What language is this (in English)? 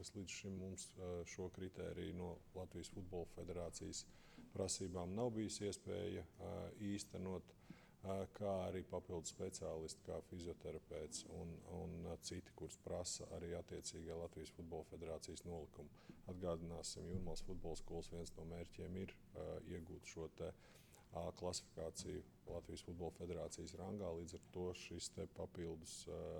Latvian